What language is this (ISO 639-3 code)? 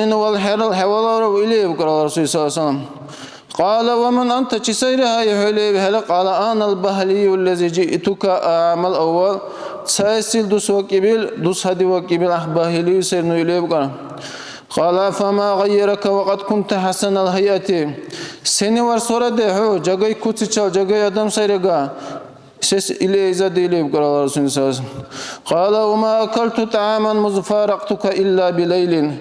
dar